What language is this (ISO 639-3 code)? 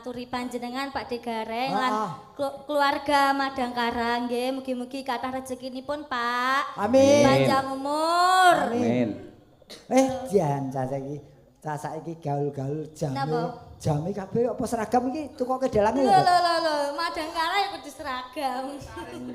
jav